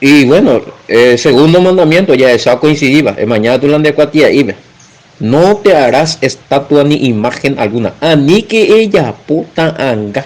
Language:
Guarani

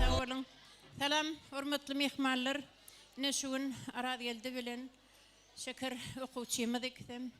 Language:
Turkmen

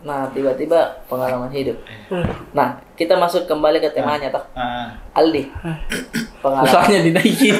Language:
Makassar Malay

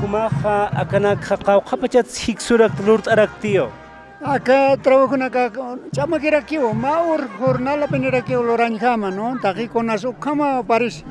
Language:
Aymara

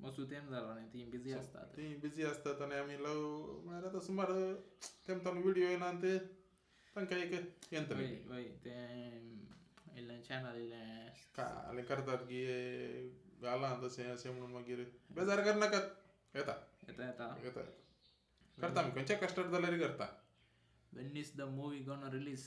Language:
Konkani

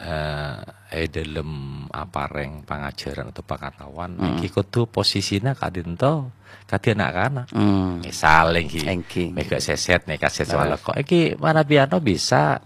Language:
Madurese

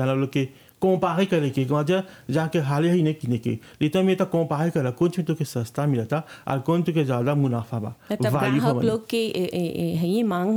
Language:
Bhojpuri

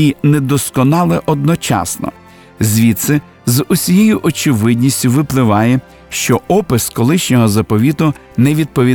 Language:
Ukrainian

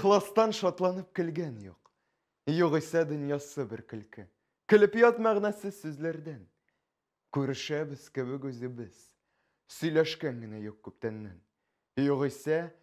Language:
Tatar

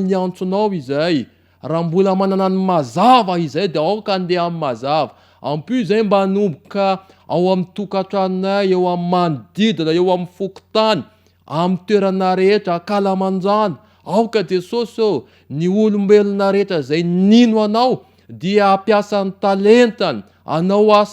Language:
Malagasy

